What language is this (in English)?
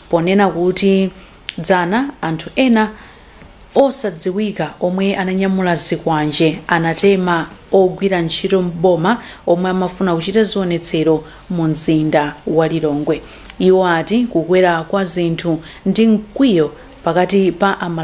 Nyanja